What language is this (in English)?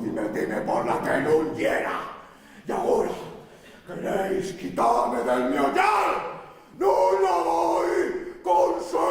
Asturian